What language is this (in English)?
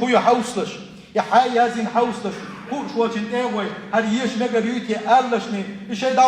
Chechen